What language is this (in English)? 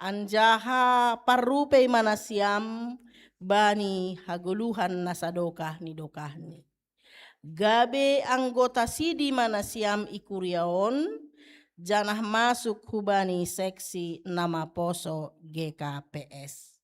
Batak Simalungun